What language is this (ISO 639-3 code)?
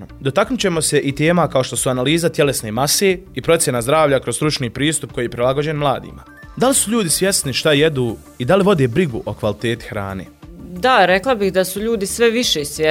bos